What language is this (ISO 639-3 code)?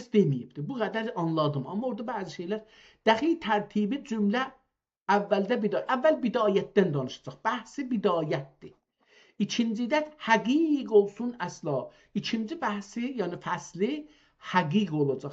azb